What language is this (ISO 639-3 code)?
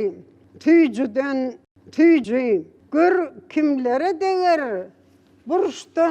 tuk